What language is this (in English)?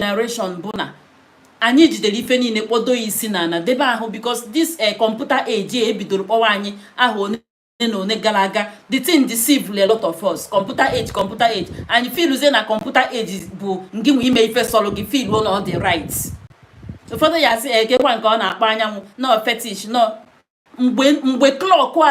Igbo